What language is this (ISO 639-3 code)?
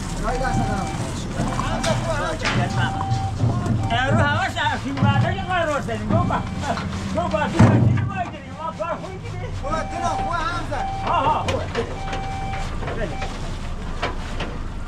fas